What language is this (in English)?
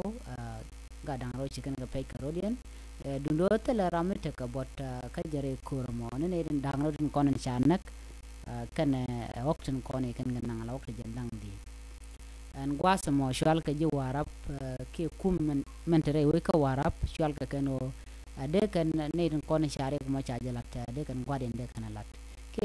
Nuer